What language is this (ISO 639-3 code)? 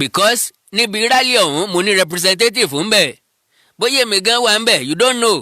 yor